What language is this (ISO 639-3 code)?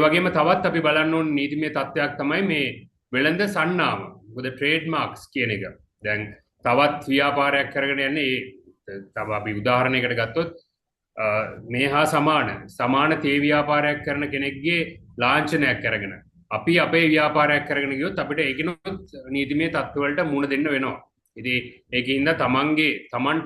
sin